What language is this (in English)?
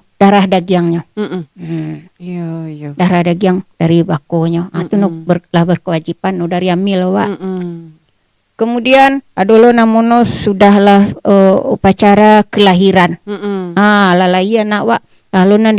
Minangkabau